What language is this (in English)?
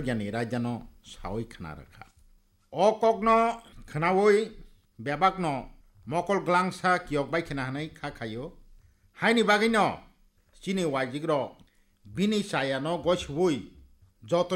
Kok Borok